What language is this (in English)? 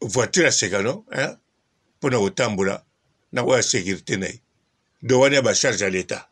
Lingala